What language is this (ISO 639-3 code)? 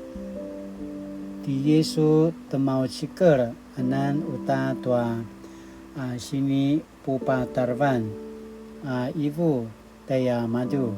pwn